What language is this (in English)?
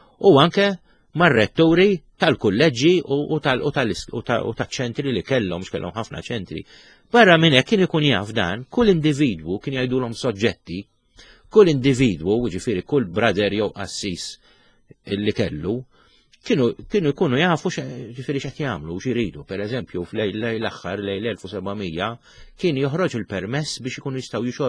Maltese